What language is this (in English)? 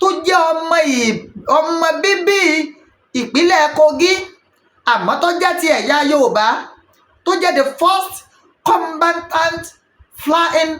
Yoruba